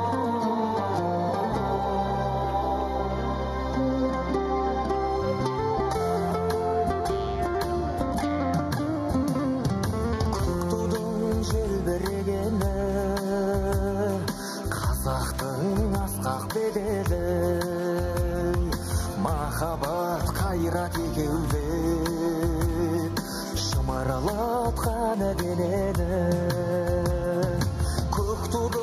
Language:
Kazakh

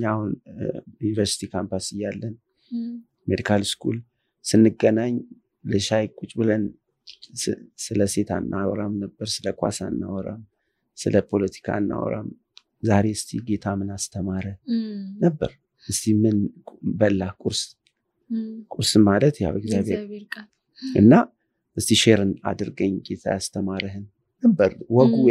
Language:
Amharic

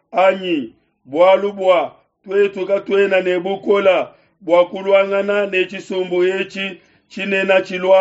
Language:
Luba-Lulua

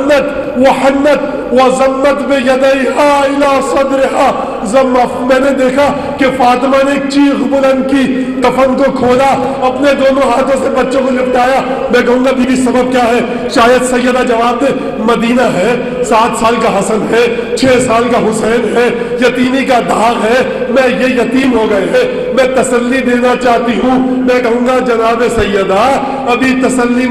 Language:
Urdu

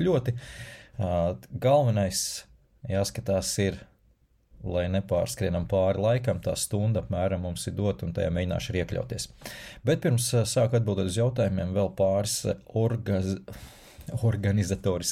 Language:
Latvian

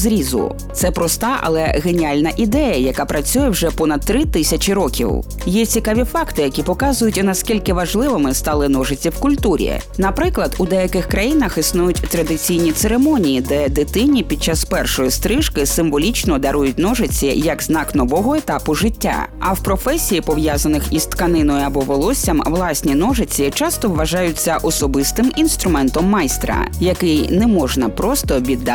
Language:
Ukrainian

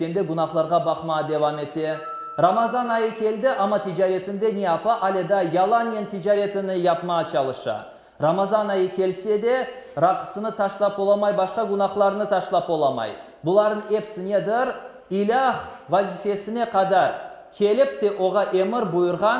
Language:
Crimean Tatar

